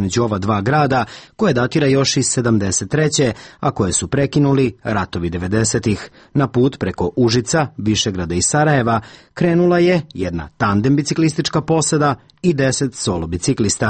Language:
Serbian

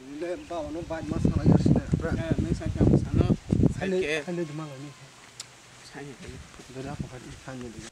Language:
Kok Borok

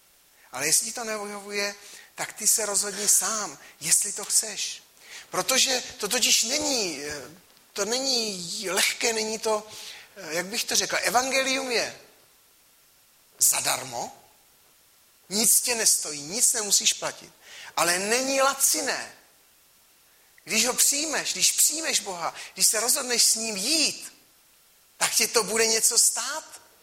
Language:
Czech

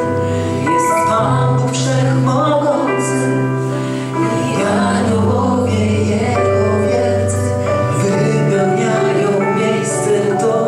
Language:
Polish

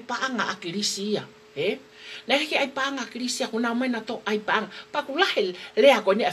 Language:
Tongan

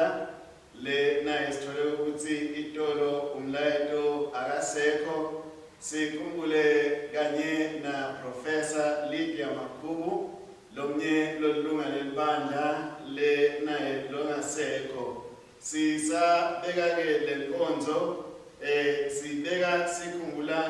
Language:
Swati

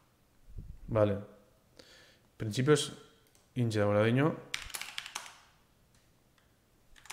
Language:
Basque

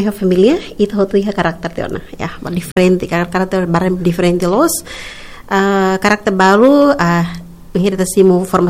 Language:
Tetum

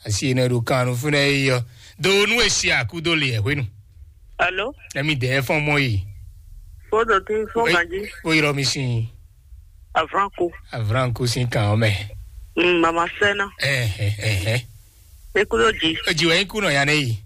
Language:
Fon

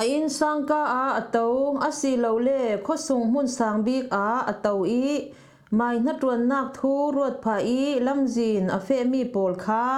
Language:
Falam Chin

